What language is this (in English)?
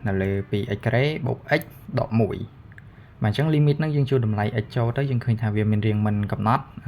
Khmer